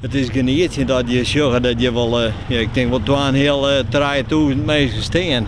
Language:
Western Frisian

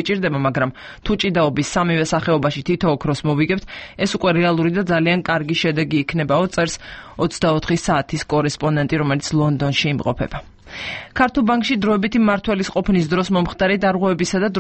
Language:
Georgian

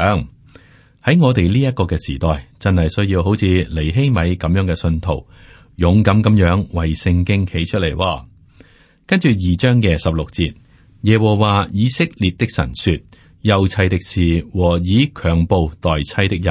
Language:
Cantonese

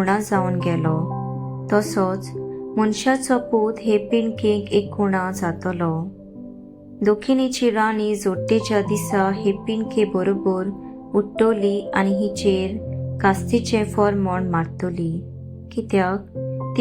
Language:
Konkani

